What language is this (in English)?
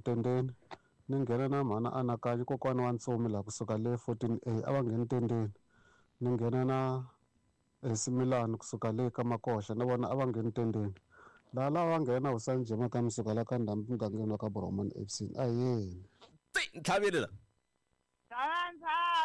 Tsonga